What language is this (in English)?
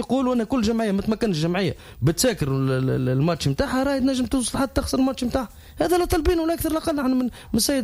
Tunisian Arabic